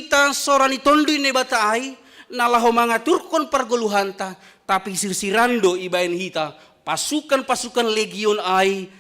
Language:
Batak Simalungun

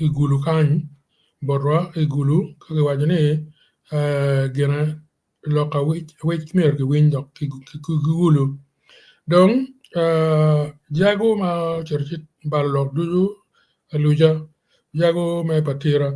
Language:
Acoli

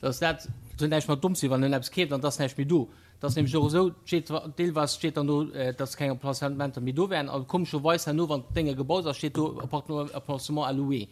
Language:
Luxembourgish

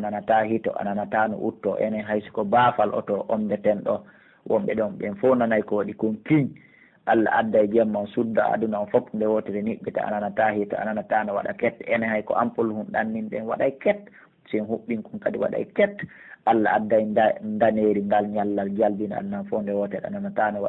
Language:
Pular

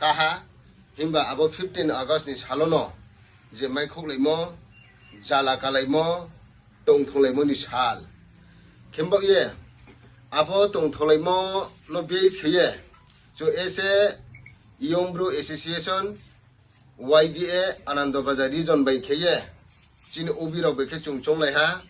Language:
Riang (India)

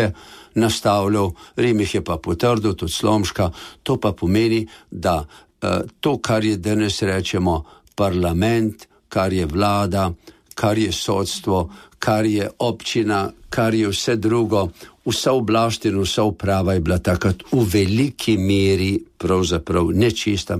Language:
Slovenian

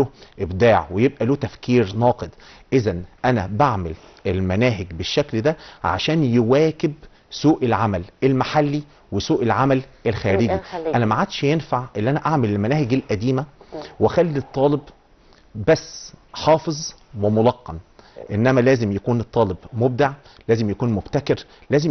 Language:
Egyptian Arabic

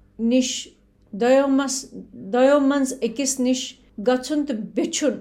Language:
Kashmiri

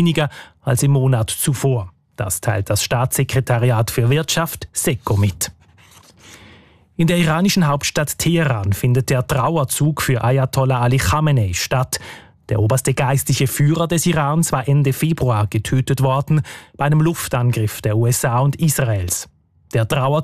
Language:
German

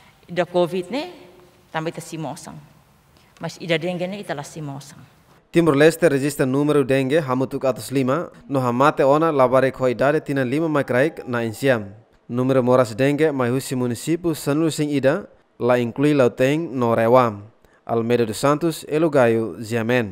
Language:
Tetum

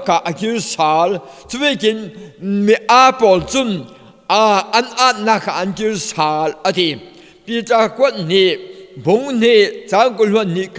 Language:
Falam Chin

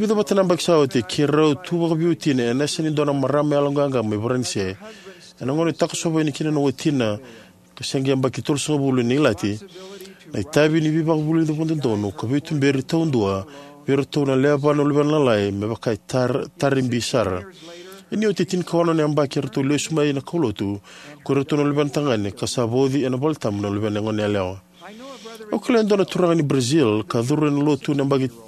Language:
Fijian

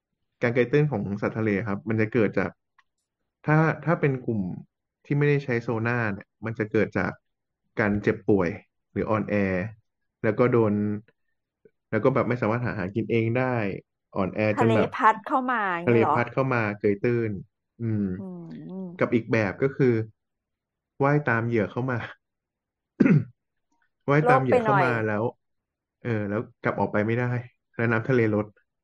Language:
Thai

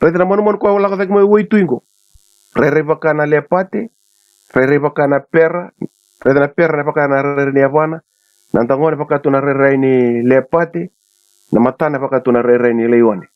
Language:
Fijian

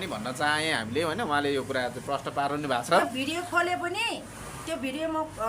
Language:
Nepali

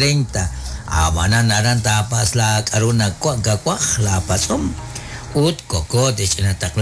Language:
Kekchí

